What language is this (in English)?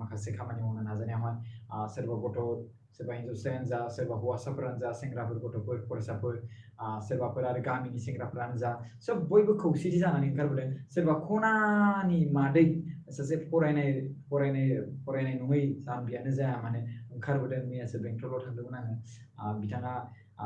Bodo